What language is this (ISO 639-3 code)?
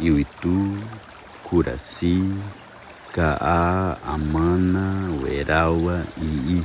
yrl